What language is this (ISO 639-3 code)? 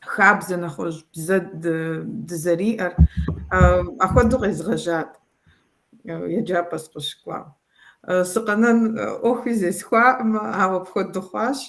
kbd